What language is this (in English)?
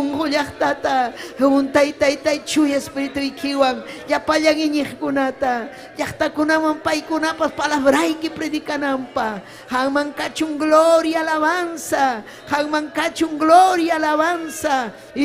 Ayacucho Quechua